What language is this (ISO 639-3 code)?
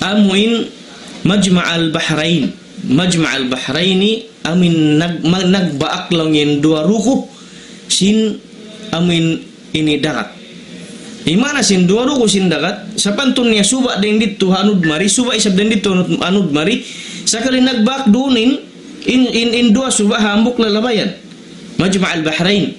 tsg